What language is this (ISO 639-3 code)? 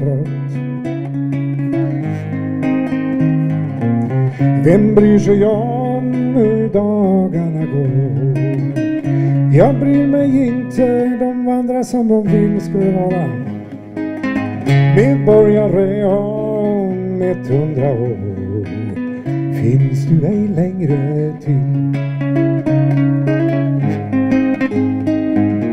swe